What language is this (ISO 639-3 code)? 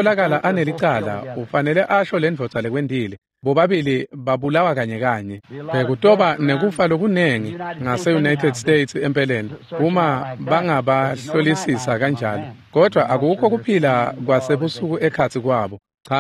ssw